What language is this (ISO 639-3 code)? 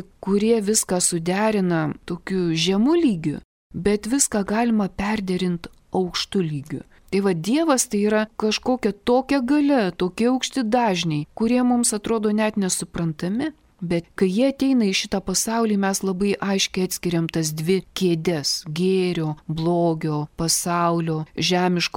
lit